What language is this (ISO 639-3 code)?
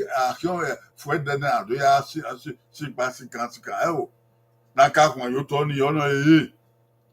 bin